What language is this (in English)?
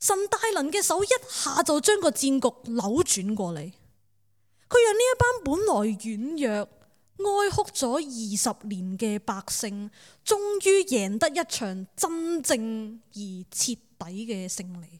Cantonese